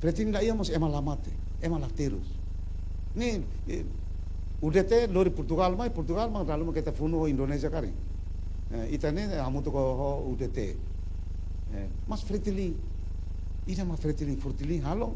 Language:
Tetum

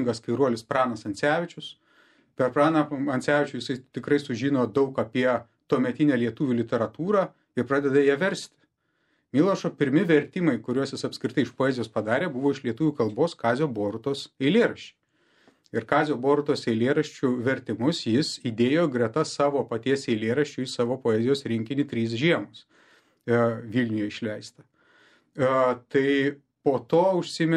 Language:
Lithuanian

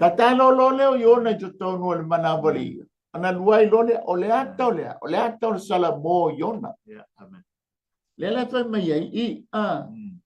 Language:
Samoan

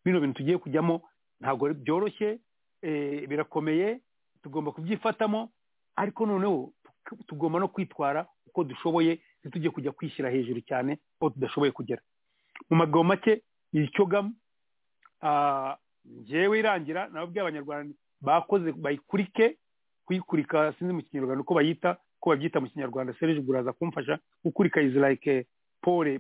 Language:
Kinyarwanda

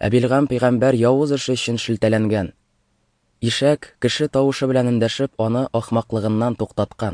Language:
Tatar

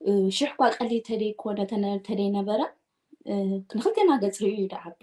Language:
Tigrinya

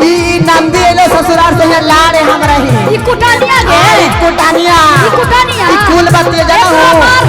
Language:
Magahi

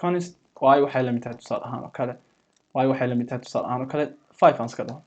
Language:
Somali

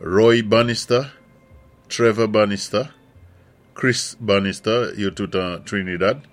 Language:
Saint Lucian Creole French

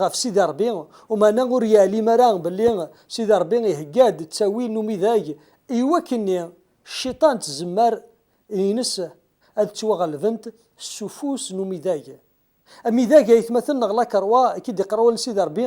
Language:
Kabyle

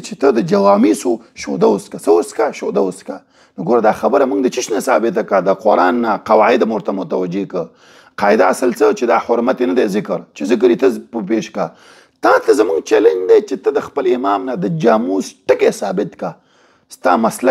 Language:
Pashto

